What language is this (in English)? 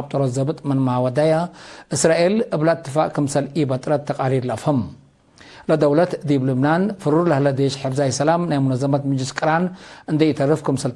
Tigre